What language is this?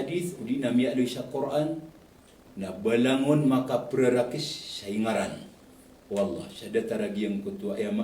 Maranao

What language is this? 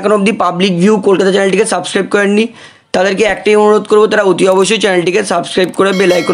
Bangla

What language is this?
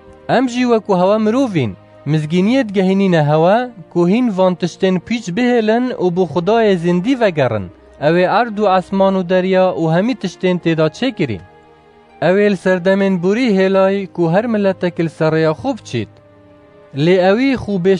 Kurdish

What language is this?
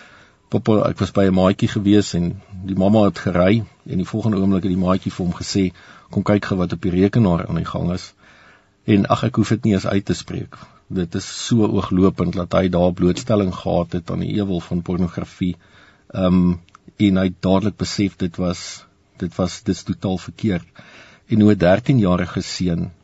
Afrikaans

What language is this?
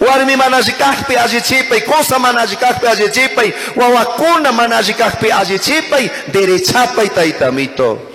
Chimborazo Highland Quichua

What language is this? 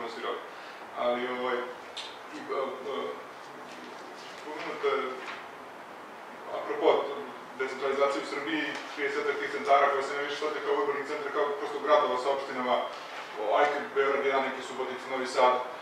Serbian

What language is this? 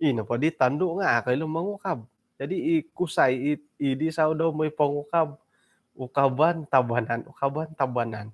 Central Dusun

